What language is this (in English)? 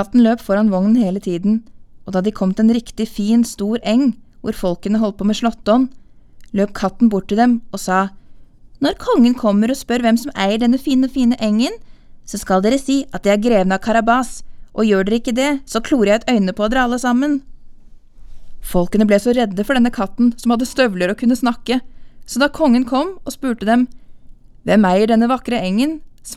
Norwegian